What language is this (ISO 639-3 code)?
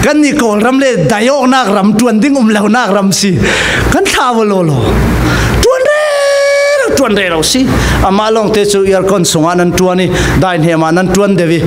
cfm